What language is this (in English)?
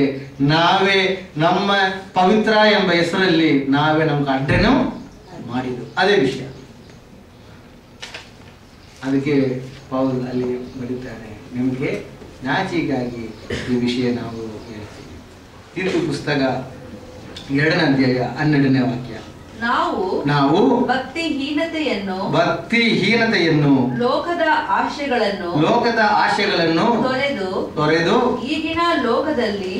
Kannada